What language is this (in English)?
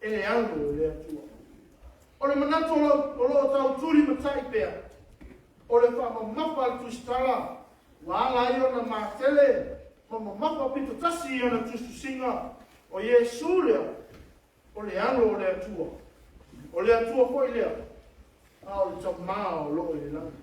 Samoan